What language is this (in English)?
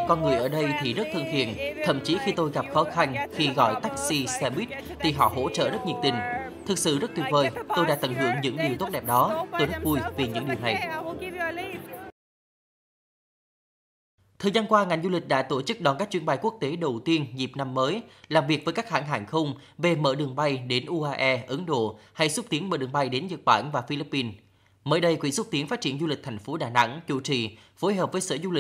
Vietnamese